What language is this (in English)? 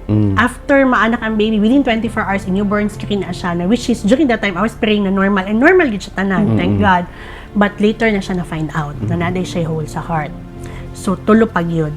Cebuano